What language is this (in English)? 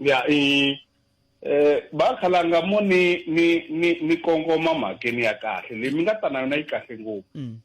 Tsonga